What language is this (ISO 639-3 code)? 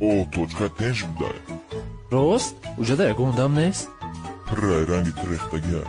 tgk